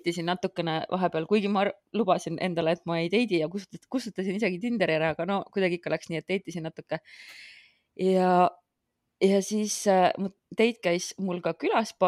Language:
Estonian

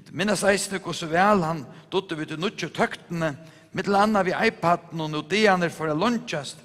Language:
Faroese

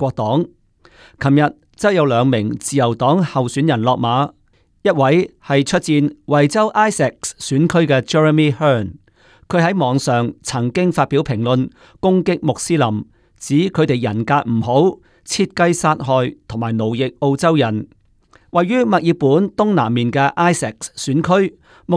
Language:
Cantonese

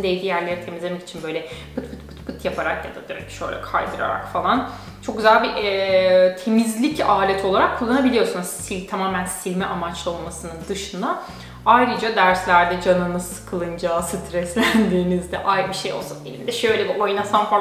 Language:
Turkish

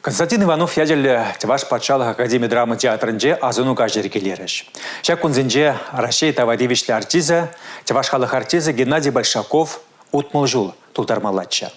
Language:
Chuvash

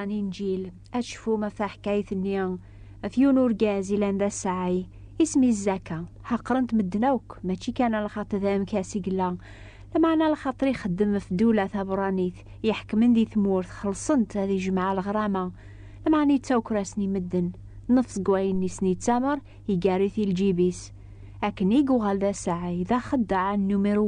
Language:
Kabyle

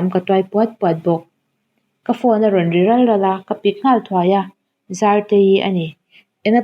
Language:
Mizo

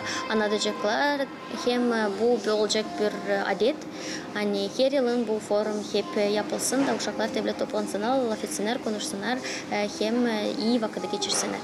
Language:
Gagauz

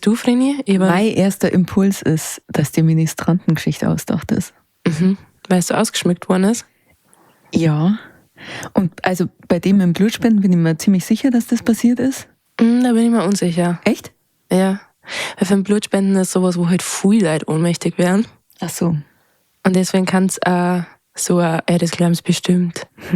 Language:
Bavarian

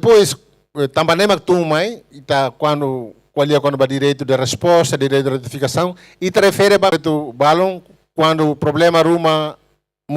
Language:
Tetum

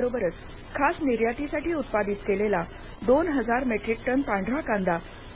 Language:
Marathi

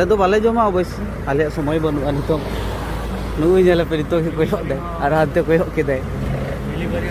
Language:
Santali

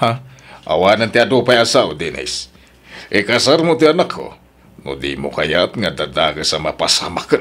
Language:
Iloko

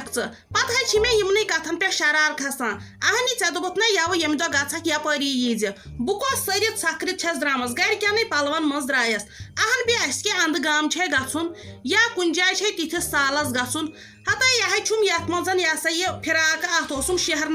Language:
Kashmiri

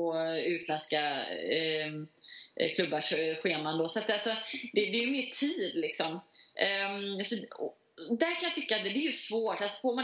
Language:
Swedish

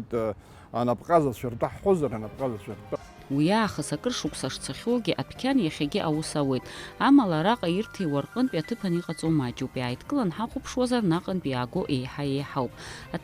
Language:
Abkhazian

